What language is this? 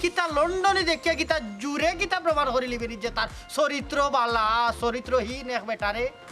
Sylheti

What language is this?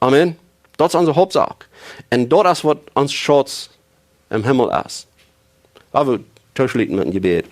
Plautdietsch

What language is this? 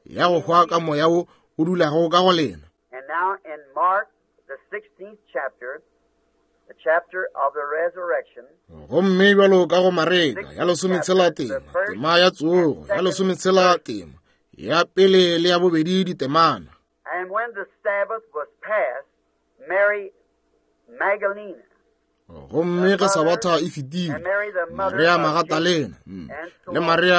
Northern Sotho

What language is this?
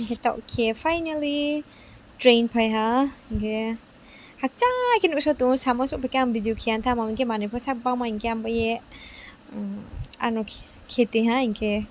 Riang (India)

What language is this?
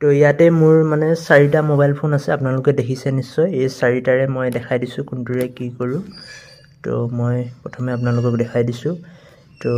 Assamese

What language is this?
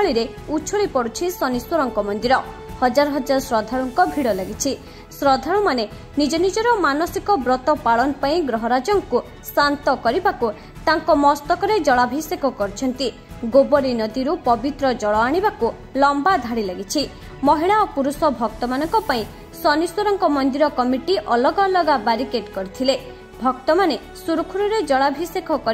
Odia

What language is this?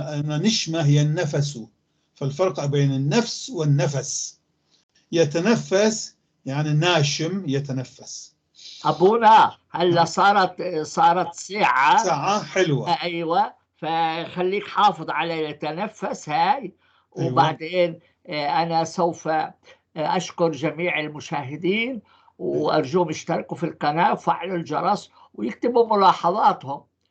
North Levantine Arabic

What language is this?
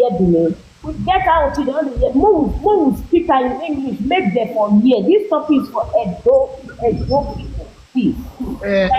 Nigerian Pidgin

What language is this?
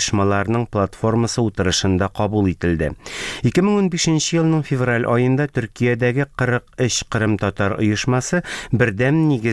Tatar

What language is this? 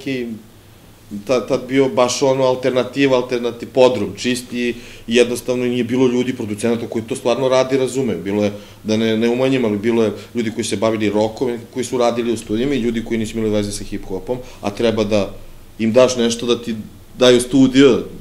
Serbian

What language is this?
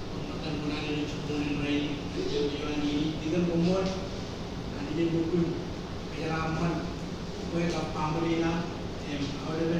Marshallese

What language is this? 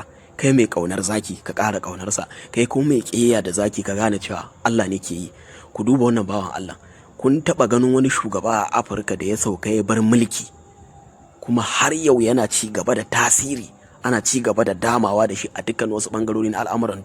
Hausa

